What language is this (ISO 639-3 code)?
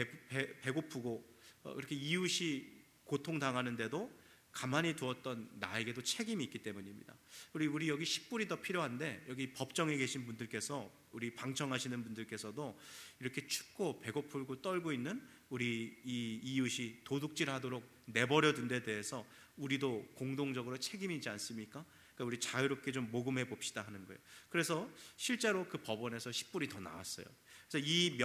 kor